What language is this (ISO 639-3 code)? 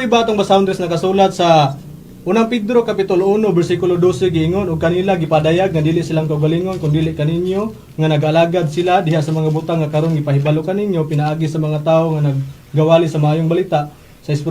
ceb